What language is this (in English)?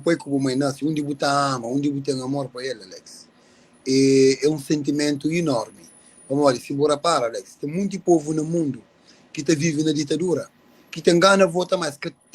Kabuverdianu